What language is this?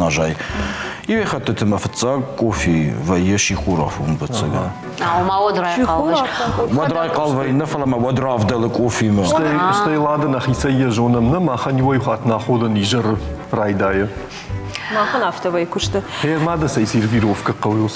Ossetic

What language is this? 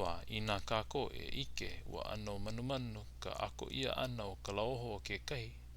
Hawaiian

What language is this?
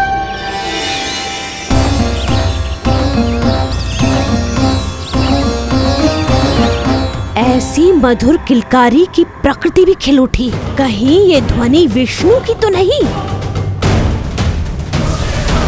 Hindi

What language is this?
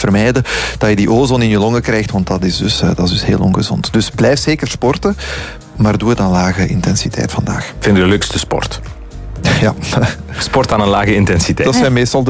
Dutch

